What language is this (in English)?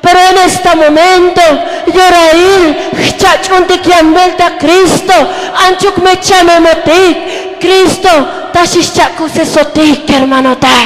Tzotzil